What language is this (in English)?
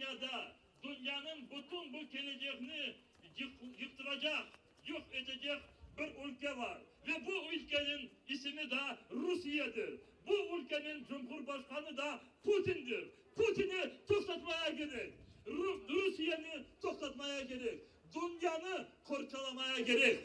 Crimean Tatar